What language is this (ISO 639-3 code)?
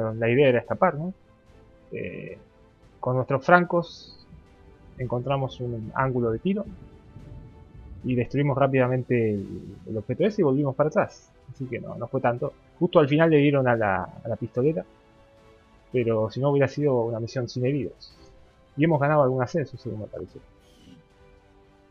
spa